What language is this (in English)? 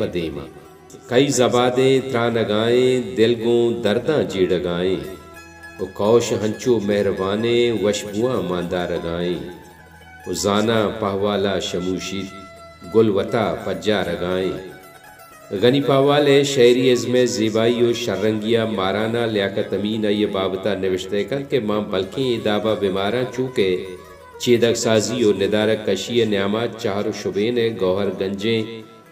Baluchi